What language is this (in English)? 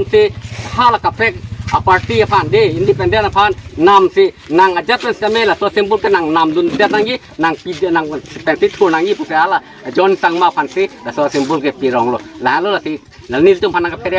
Karbi